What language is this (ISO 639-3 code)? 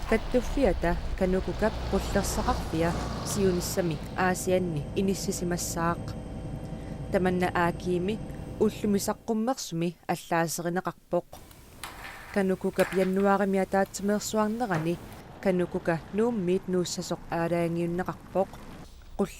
kal